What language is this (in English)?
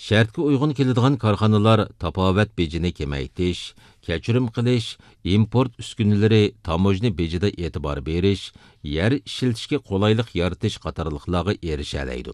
Uyghur